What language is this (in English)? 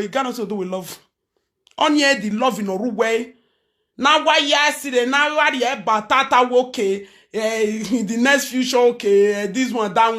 Nigerian Pidgin